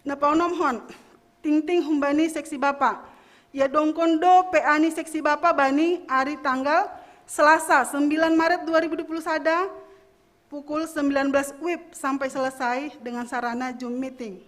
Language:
Batak Simalungun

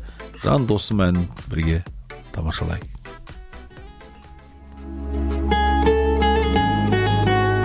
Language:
Kazakh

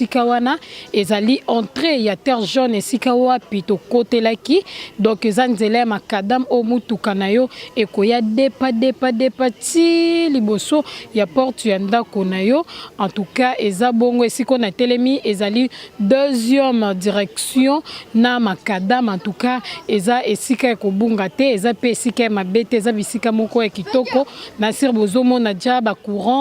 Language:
Lingala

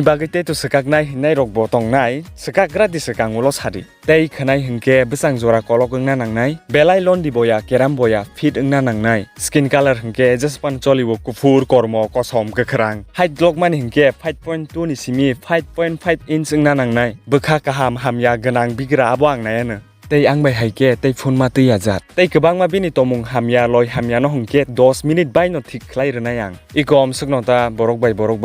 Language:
Kok Borok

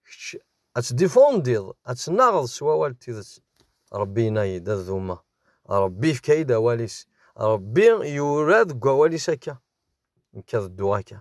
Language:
Kabyle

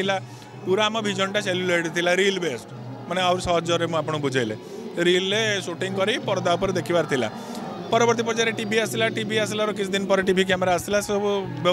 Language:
Odia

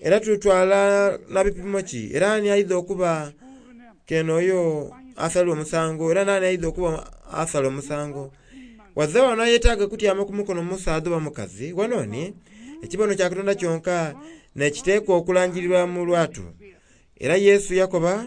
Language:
Soga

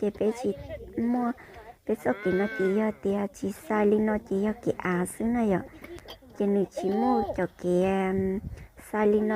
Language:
Hmong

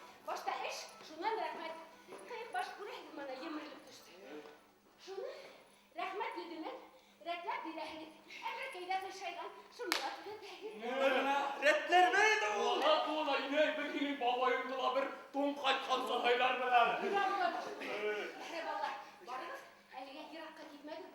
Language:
Bashkir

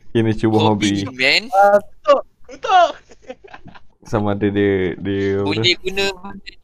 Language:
Malay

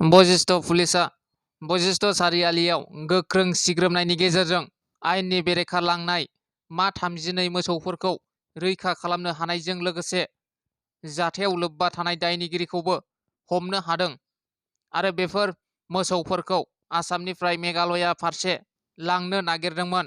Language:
Bodo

